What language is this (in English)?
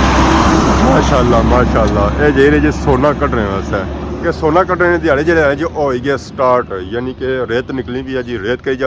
Pahari-Potwari